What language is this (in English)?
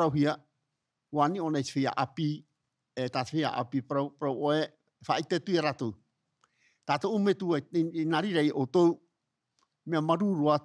Tahitian